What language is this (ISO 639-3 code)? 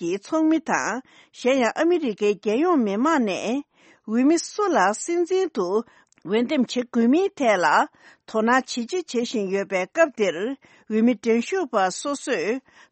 bod